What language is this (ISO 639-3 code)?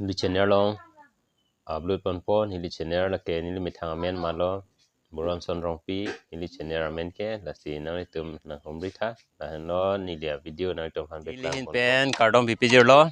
mjw